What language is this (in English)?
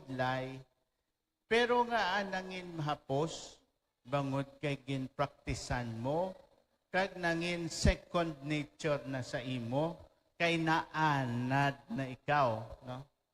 Hiligaynon